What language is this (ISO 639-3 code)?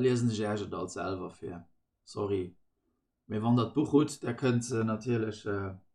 ltz